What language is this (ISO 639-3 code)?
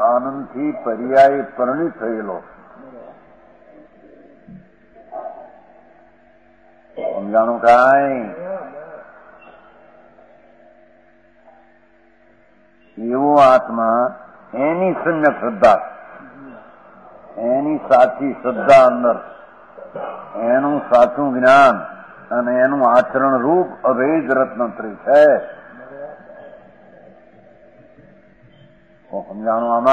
guj